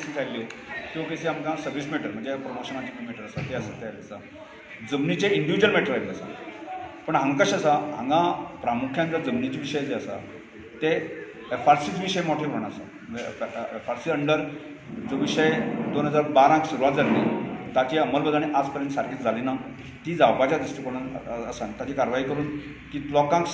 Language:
Konkani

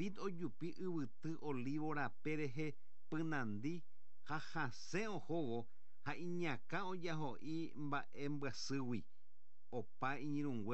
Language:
Guarani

